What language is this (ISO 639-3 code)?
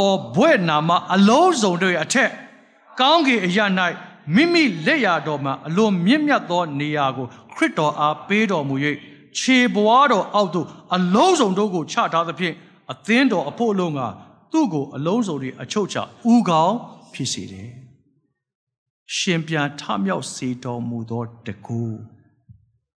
mya